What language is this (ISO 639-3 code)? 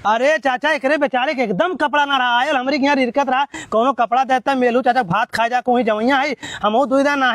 awa